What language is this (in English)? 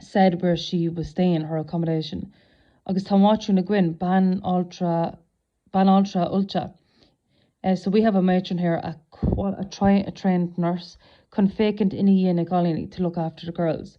Irish